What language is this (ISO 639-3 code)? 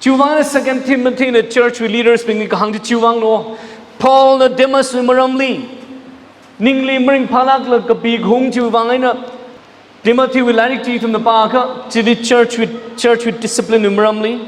nmf